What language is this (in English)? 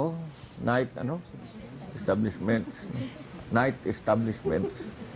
Hiligaynon